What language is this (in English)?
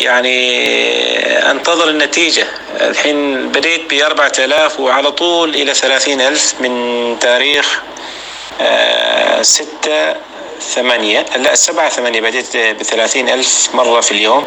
North Levantine Arabic